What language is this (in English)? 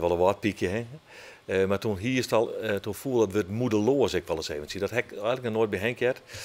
Western Frisian